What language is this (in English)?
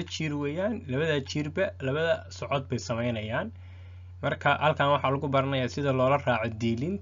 Somali